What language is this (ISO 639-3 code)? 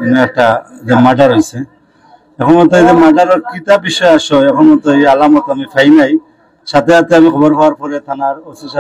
syl